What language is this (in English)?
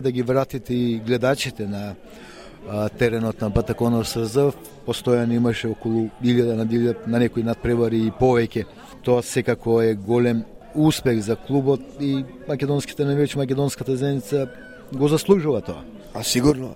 Macedonian